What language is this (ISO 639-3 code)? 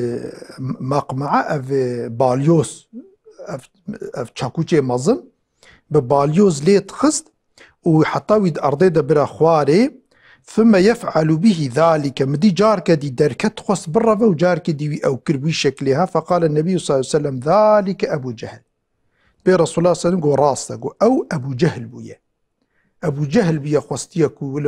kur